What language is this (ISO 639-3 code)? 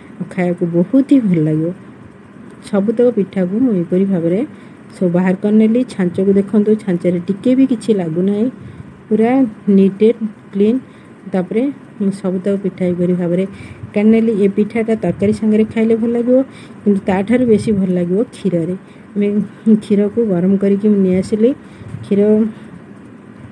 ori